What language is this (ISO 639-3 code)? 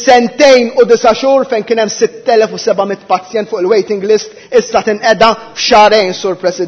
mlt